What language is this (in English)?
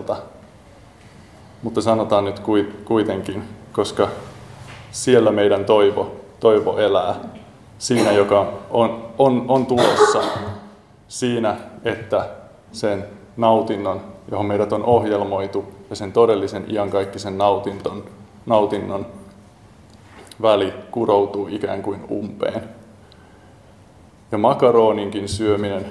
Finnish